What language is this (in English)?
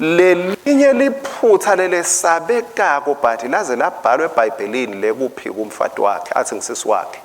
Swati